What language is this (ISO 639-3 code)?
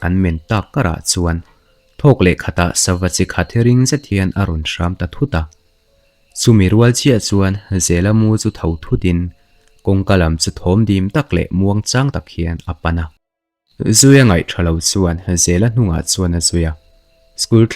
lus